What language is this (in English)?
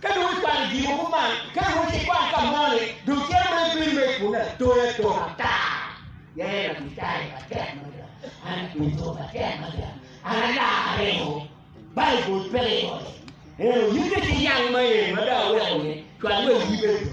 Acoli